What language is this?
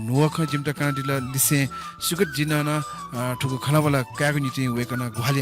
Newari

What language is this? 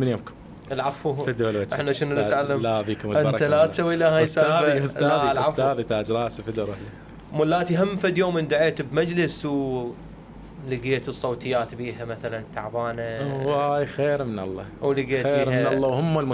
Mesopotamian Arabic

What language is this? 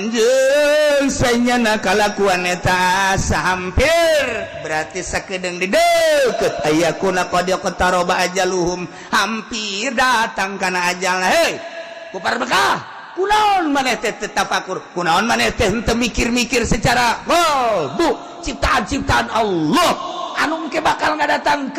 Sundanese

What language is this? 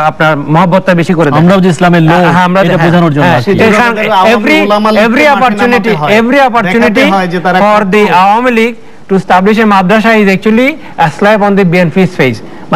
Bangla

